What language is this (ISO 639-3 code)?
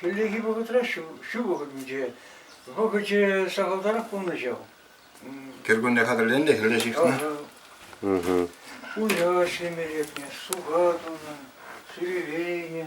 chv